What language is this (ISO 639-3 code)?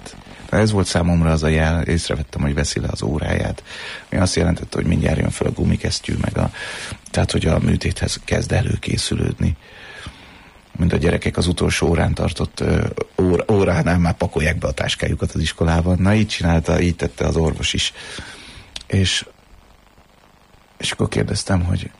hun